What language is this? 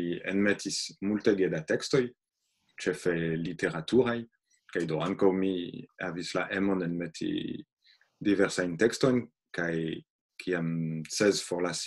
Esperanto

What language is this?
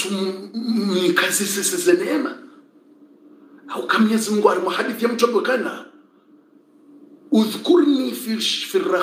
Swahili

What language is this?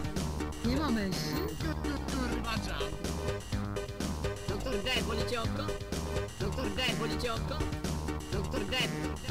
Polish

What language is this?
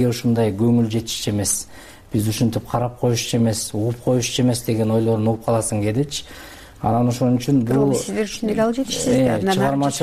Kyrgyz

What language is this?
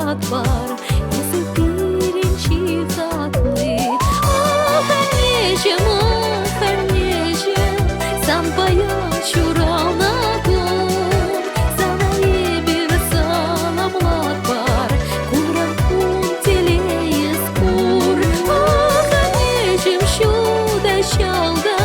Chuvash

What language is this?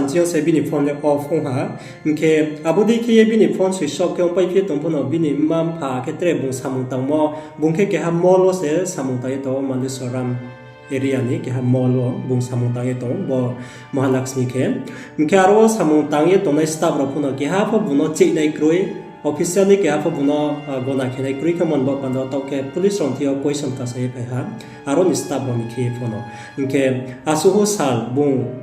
Riang (India)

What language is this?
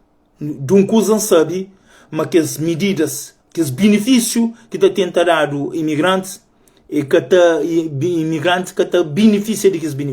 Kabuverdianu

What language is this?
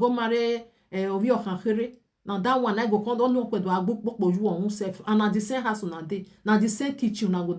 Nigerian Pidgin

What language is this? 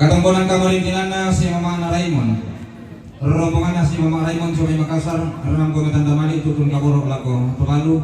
Toraja-Sa'dan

